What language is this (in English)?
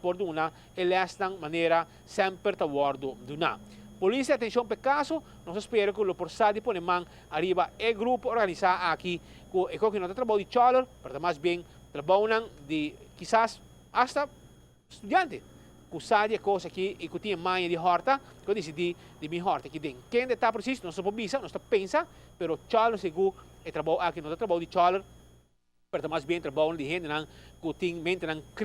Papiamento